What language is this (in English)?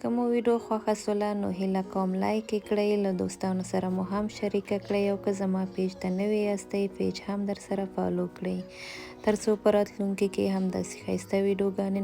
Pashto